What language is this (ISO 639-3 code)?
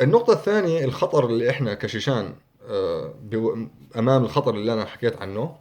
apc